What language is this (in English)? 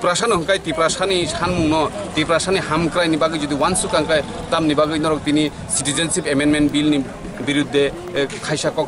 Kok Borok